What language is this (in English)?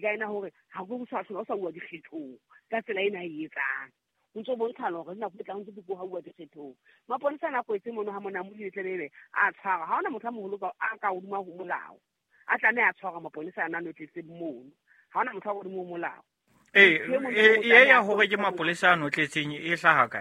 Southern Sotho